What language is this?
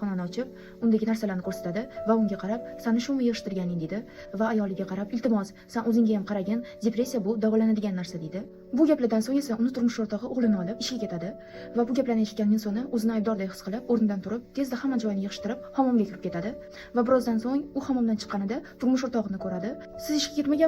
Uzbek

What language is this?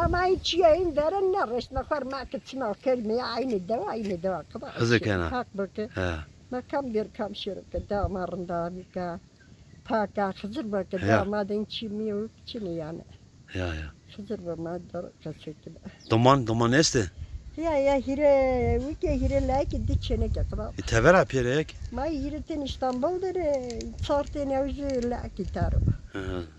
Zaza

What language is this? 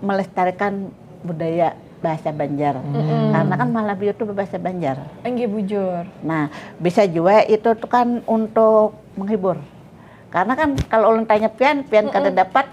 Banjar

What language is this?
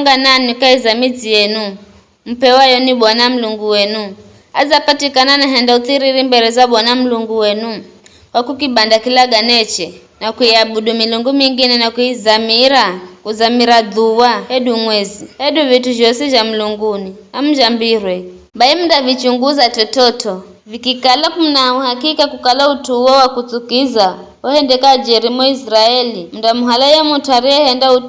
Giryama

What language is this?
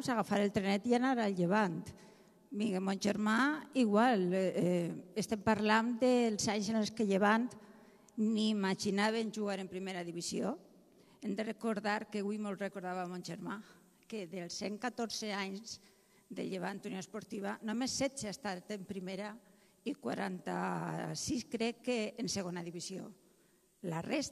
Catalan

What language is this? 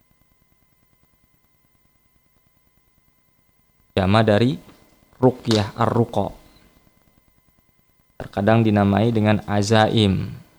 Indonesian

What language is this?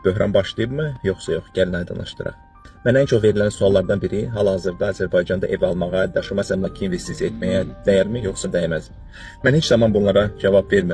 Azerbaijani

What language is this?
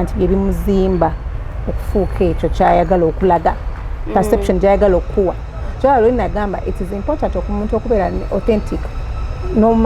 Ganda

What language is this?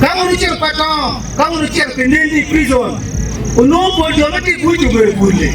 Acoli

